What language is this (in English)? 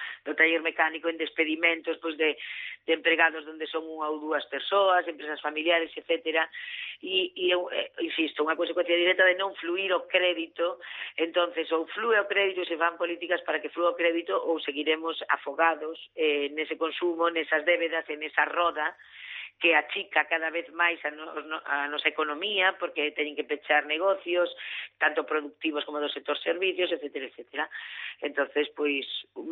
Galician